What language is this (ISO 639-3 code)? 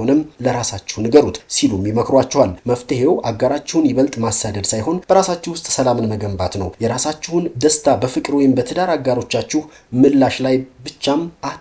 amh